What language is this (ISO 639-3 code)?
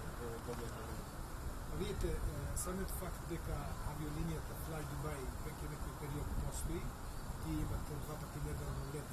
mkd